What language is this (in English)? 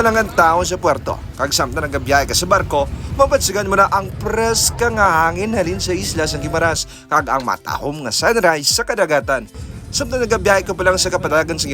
Hiligaynon